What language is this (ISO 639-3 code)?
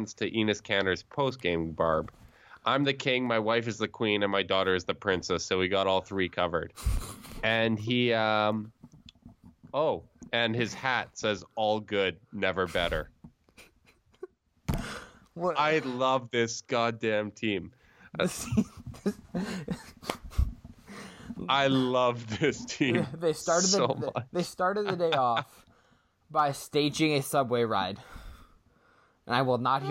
eng